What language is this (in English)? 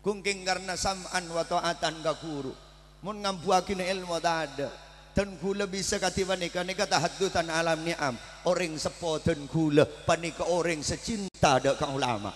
Madurese